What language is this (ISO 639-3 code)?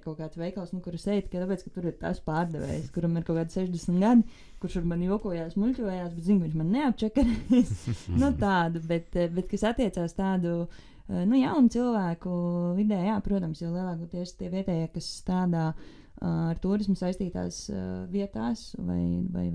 lav